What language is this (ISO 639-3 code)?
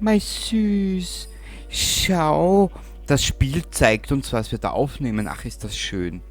bar